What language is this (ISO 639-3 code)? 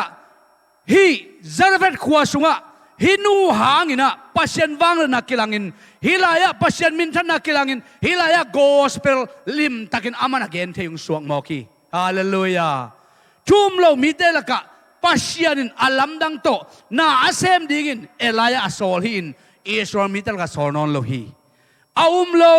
ctd